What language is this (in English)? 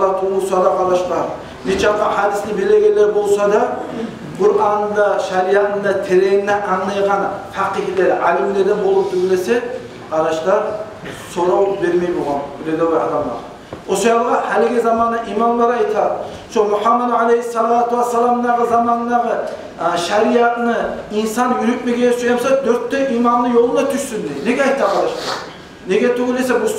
Kumyk